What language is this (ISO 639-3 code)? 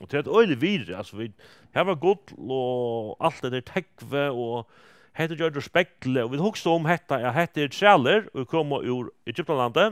fao